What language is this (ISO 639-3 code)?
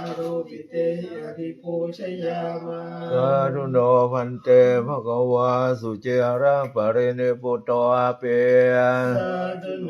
pli